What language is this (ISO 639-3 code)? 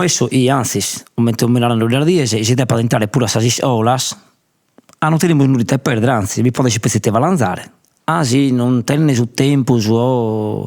srd